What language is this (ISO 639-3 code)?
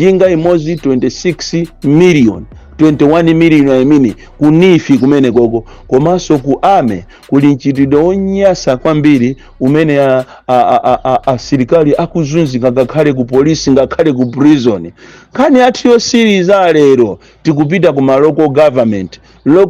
nya